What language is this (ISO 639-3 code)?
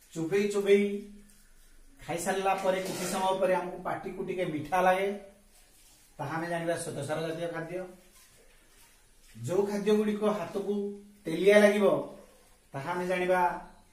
ori